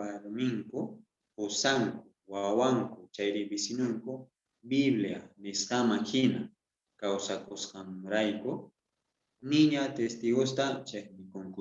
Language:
South Bolivian Quechua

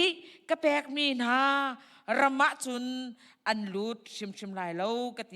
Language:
Hakha Chin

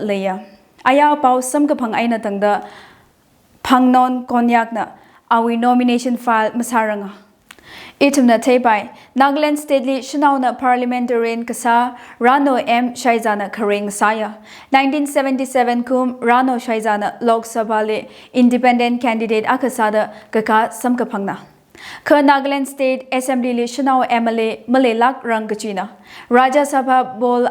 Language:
Tangkhul Naga (India)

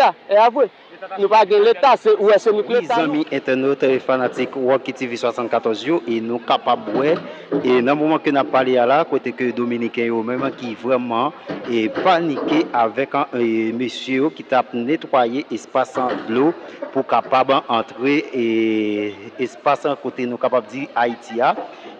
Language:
Haitian Creole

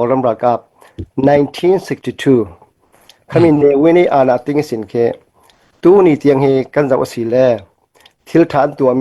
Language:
Falam Chin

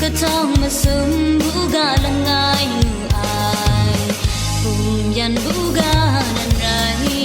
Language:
Kachin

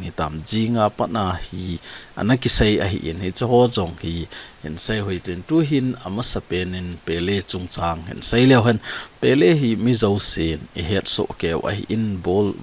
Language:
Thado Chin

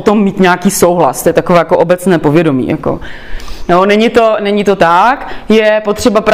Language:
Czech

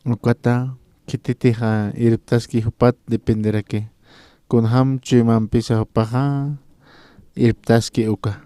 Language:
Aymara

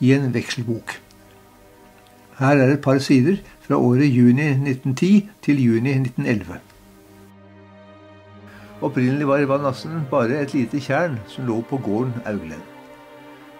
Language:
Norwegian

